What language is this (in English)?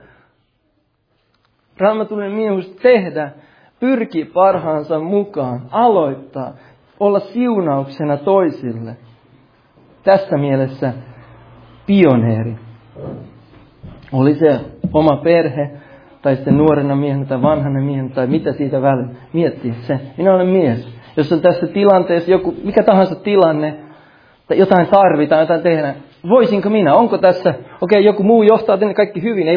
Finnish